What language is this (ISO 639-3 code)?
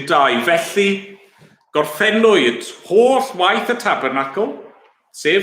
cym